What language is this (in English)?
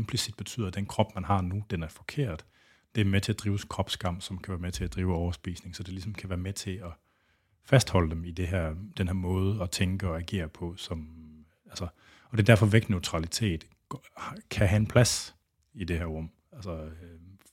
Danish